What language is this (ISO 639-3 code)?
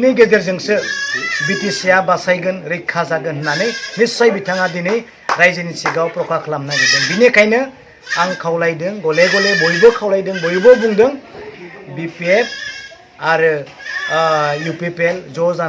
brx